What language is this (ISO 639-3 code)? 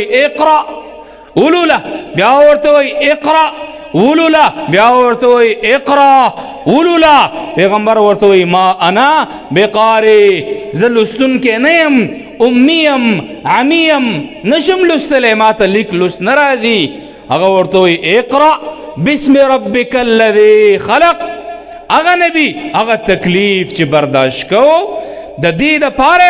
pus